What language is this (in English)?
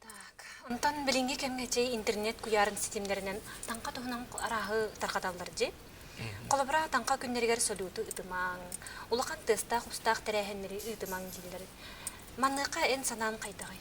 Yakut